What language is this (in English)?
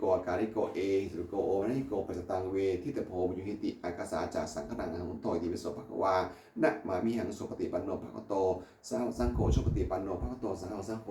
Pali